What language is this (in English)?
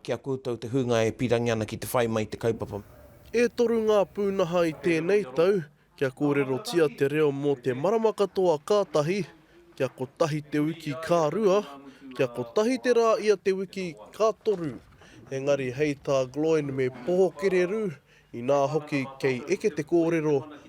Māori